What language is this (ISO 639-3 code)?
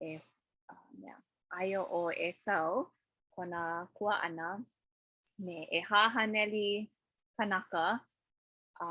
haw